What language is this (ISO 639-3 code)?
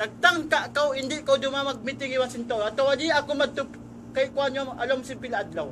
tsg